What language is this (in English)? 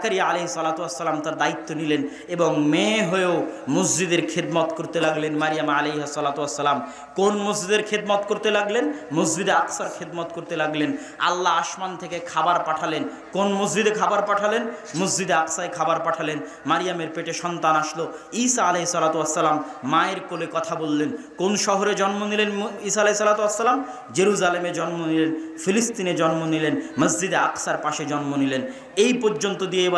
Bangla